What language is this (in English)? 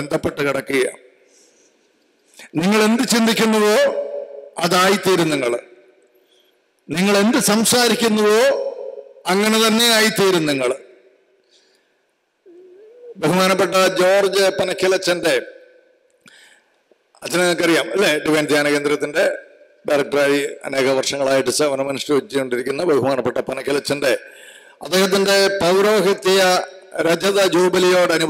Malayalam